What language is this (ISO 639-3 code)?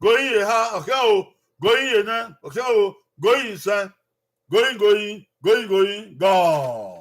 bin